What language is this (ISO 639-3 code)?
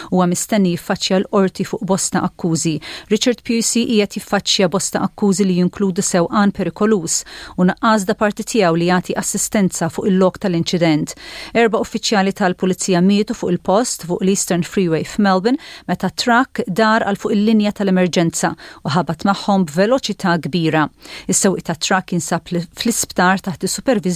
mlt